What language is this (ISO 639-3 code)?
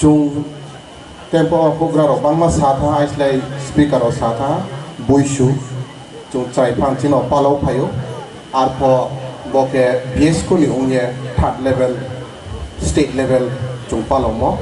ria